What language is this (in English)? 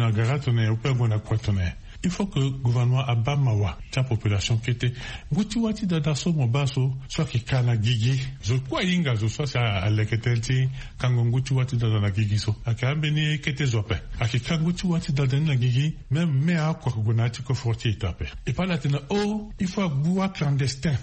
Sango